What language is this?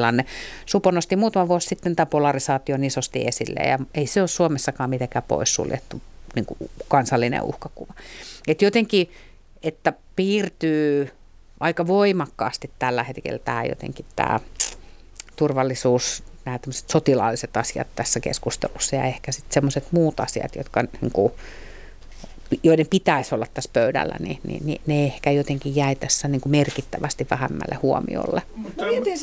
Finnish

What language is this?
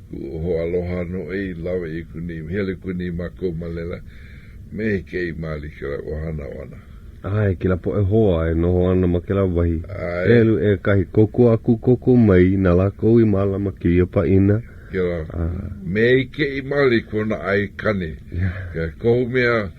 Hawaiian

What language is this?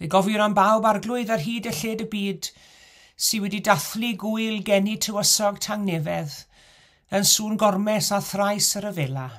Welsh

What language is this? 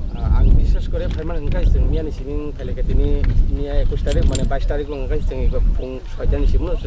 Kok Borok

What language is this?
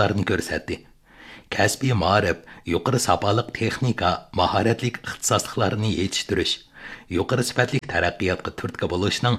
Uyghur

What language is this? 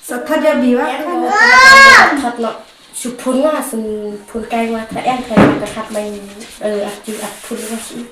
Khasi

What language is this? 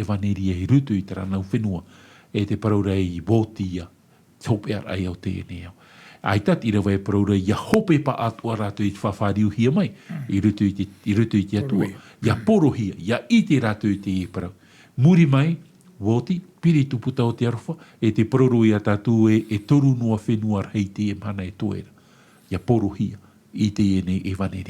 Tahitian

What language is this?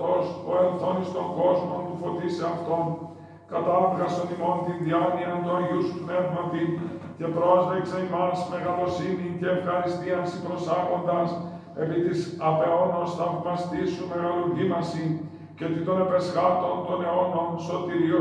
Greek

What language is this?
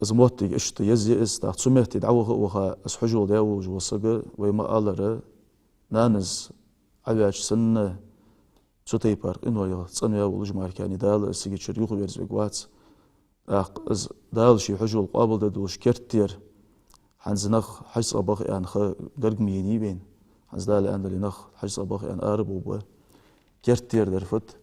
Ingush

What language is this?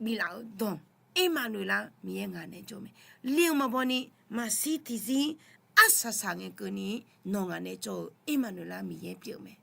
Akha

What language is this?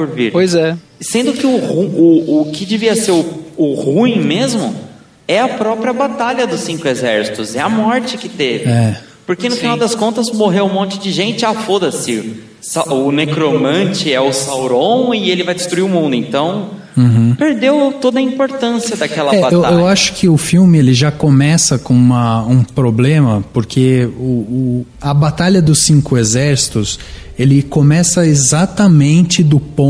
Portuguese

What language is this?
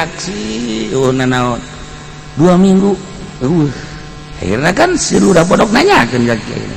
Sundanese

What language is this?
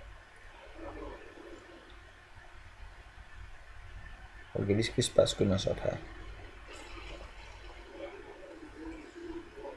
Danish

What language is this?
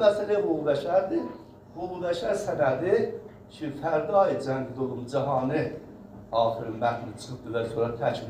South Azerbaijani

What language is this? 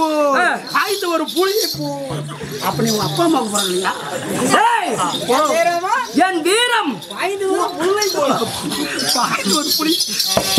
Tamil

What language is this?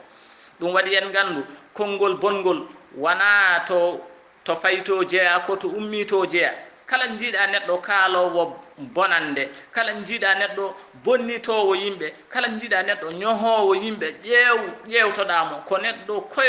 Fula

